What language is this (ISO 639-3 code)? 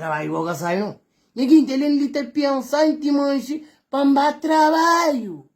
kea